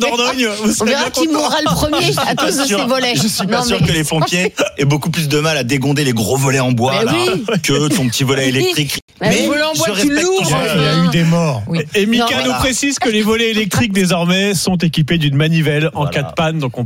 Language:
French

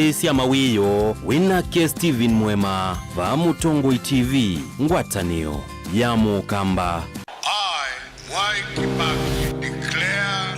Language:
Kamba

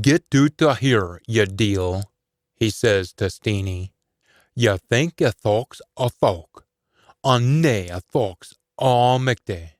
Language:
Scots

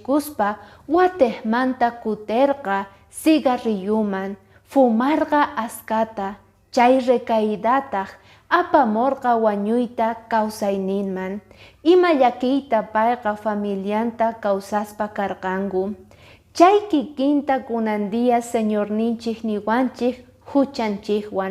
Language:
Quechua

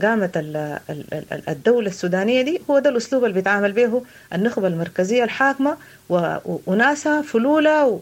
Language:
Sudanese Arabic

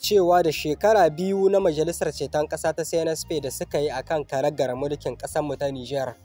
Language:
Hausa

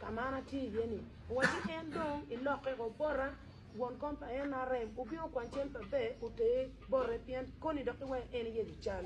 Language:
Acoli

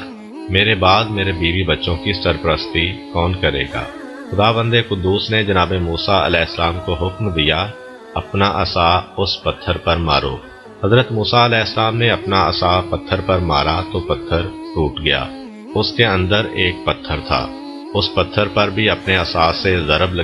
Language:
Urdu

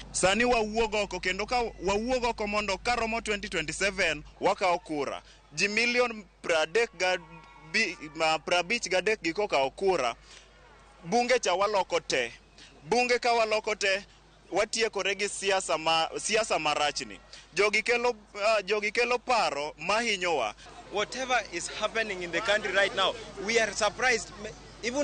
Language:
Luo (Kenya and Tanzania)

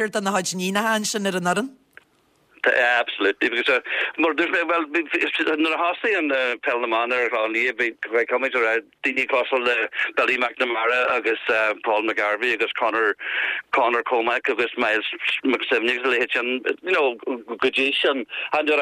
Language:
Irish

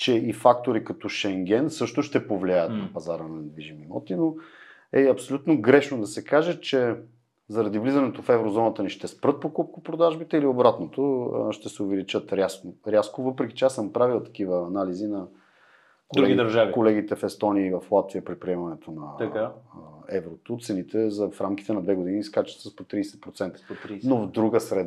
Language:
Bulgarian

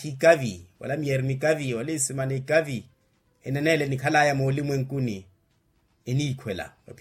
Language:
Makhuwa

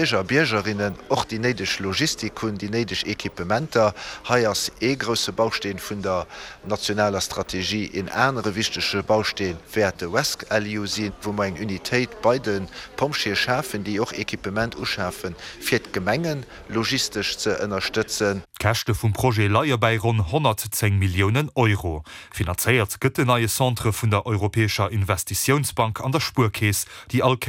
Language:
Luxembourgish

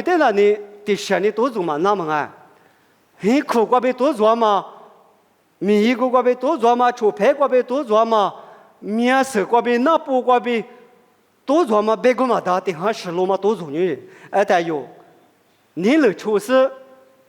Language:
Lisu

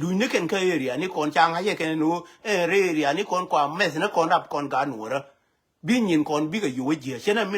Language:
Nuer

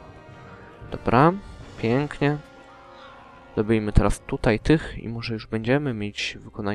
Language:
Polish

